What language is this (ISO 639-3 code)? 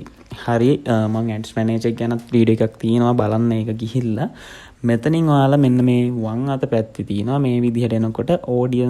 sin